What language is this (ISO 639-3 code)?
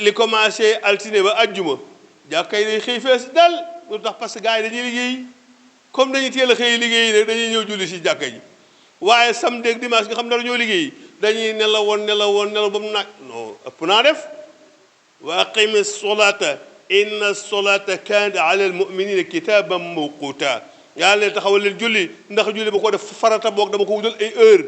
wol